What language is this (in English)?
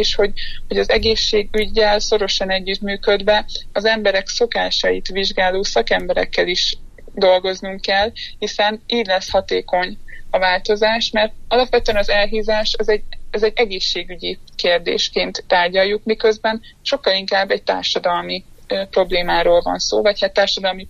Hungarian